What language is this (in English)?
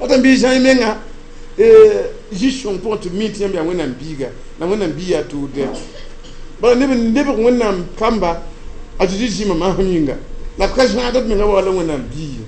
Mossi